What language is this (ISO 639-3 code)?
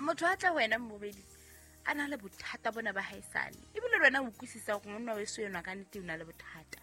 sot